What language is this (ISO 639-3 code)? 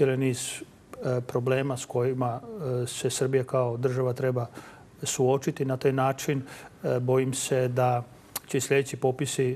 srp